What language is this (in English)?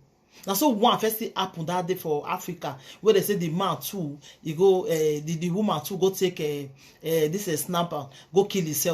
Nigerian Pidgin